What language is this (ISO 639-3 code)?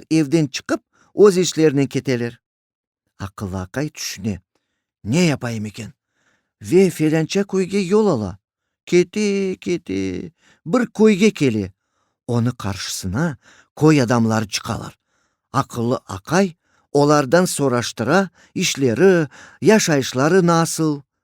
crh